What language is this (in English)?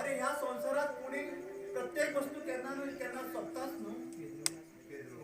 Konkani